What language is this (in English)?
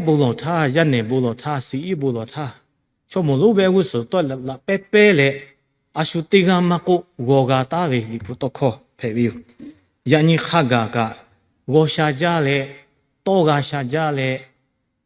Lahu